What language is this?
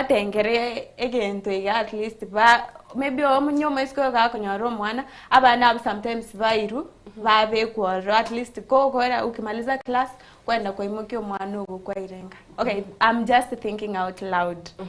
Gusii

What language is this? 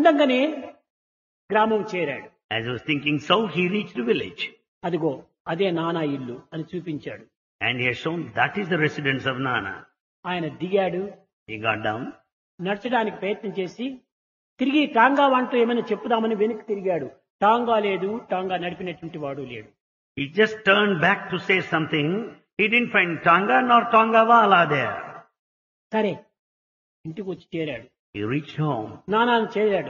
Telugu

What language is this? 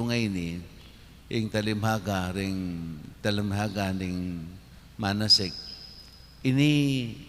Pampanga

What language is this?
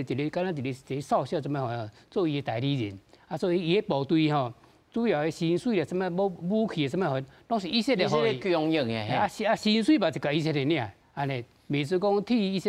Min Nan Chinese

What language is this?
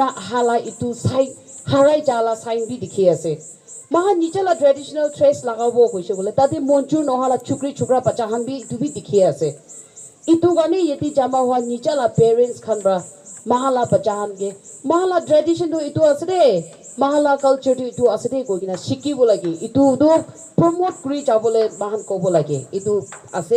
Naga Pidgin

